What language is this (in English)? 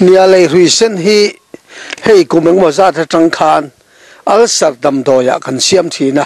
Mizo